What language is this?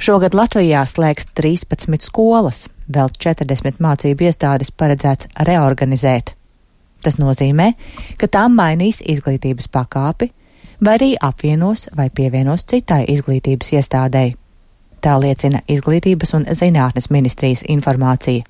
Latvian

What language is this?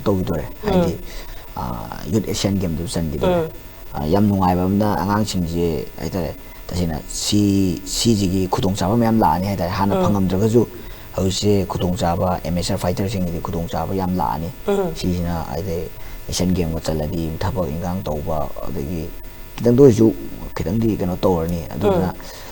Manipuri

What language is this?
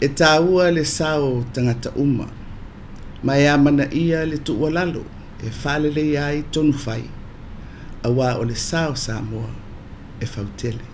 Samoan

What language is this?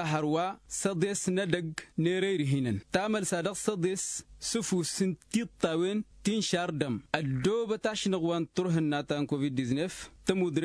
Tamasheq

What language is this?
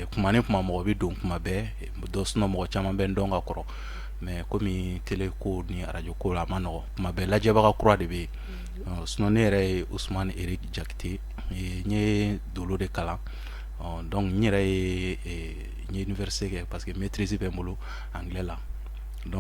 Bambara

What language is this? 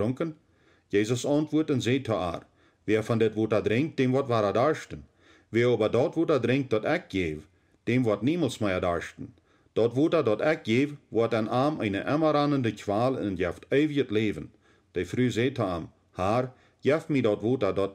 Plautdietsch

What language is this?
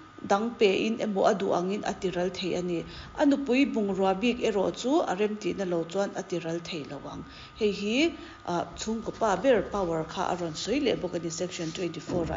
Mizo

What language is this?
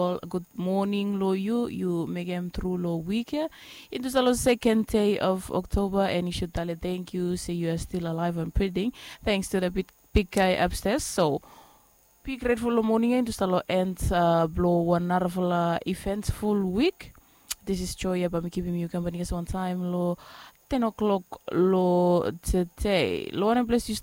Bislama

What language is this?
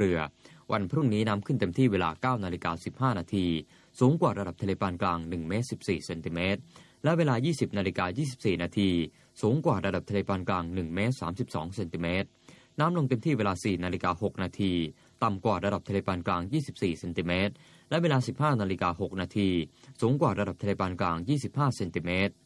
Thai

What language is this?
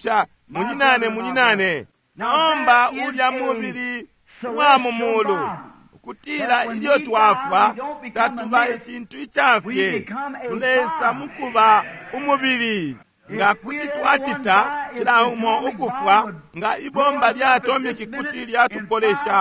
Bemba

